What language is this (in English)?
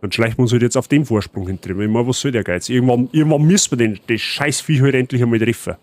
Bavarian